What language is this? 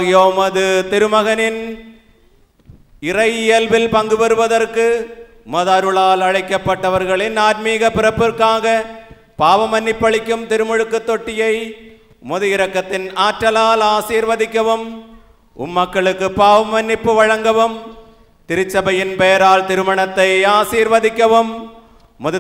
Tamil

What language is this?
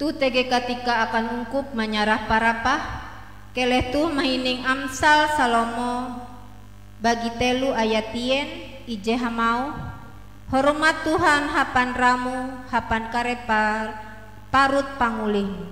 Ngaju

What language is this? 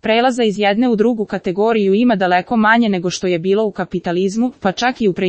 Serbian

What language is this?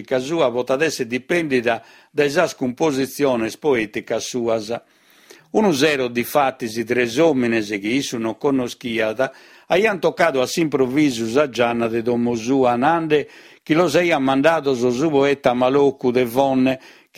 Sardinian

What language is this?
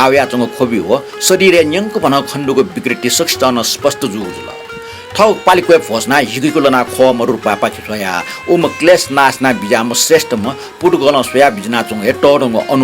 Newari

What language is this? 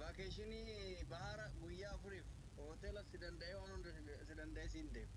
Oromo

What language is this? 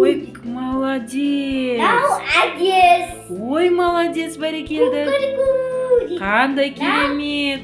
Kazakh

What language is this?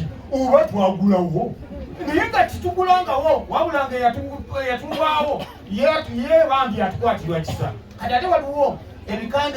Ganda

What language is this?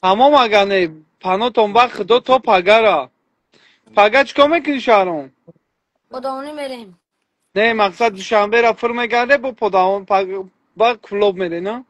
Tajik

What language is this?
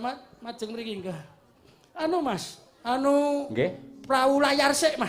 Javanese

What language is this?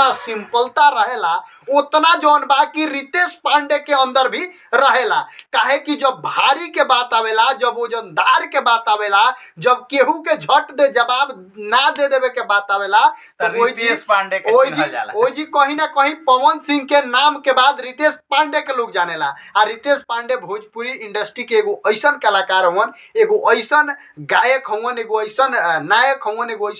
Bhojpuri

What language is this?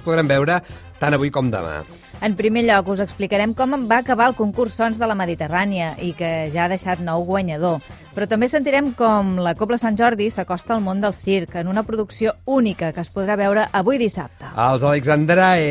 Catalan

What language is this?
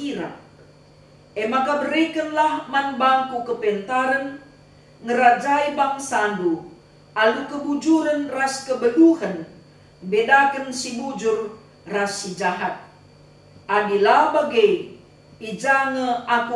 Batak Karo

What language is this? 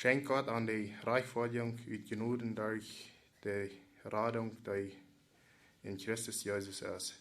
Plautdietsch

